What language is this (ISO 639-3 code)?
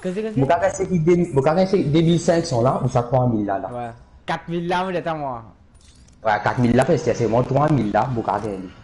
mfe